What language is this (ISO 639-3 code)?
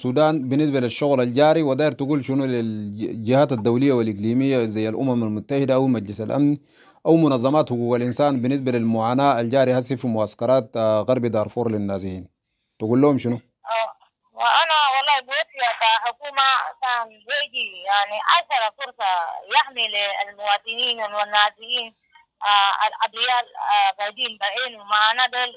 apd